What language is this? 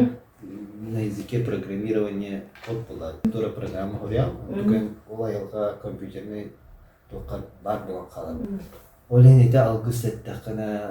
Yakut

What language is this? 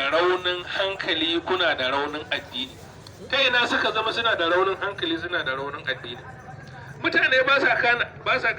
Hausa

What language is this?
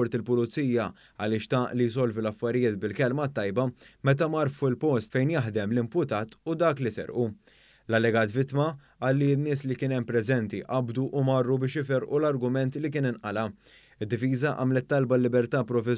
Maltese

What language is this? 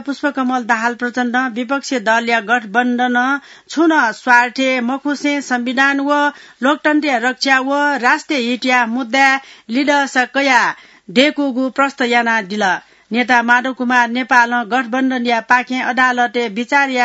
Newari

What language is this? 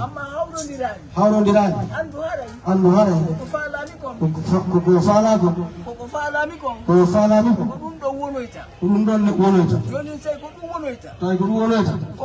Fula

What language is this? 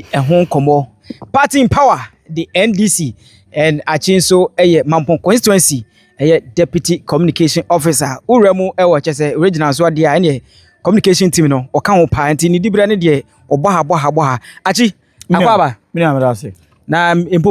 Akan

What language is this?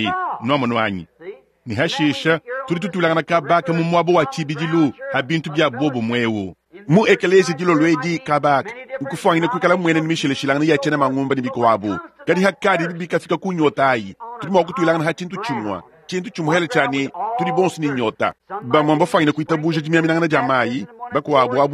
Luba-Lulua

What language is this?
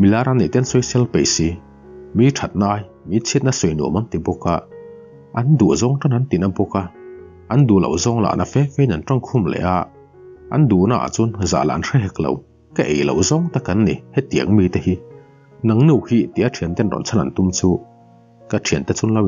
Mizo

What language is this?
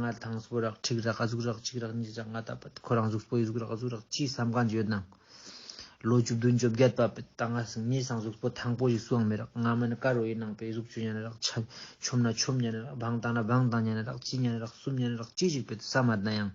Ladakhi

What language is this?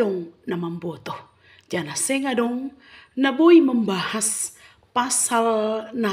Batak Simalungun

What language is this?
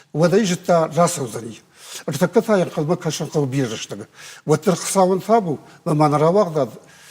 Ossetic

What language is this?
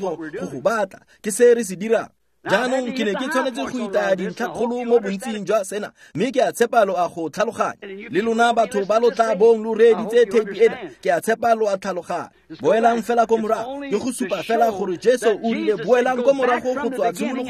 Tswana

